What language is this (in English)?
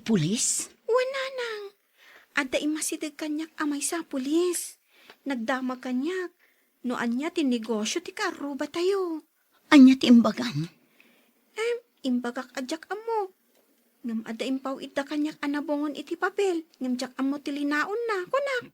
Iloko